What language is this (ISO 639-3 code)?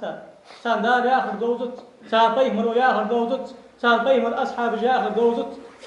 inh